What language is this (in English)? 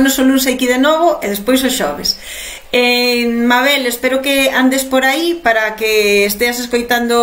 Galician